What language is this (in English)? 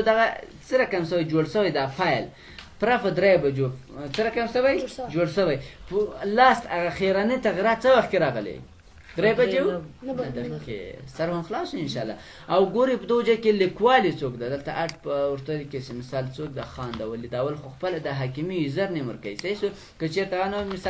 Pashto